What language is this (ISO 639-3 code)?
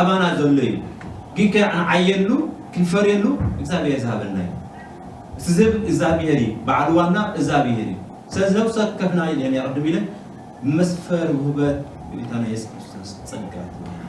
tir